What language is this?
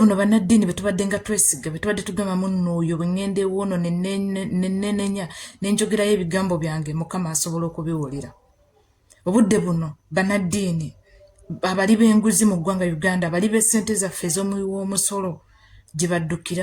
Ganda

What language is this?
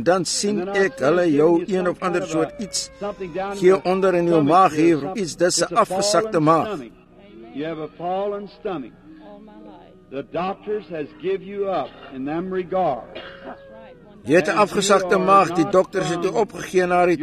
Afrikaans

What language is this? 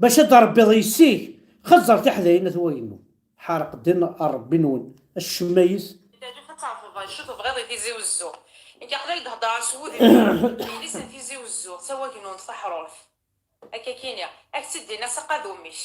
Kabyle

